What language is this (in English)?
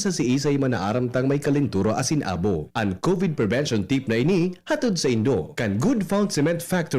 Bikol